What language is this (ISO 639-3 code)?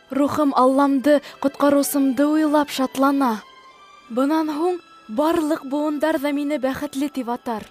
bak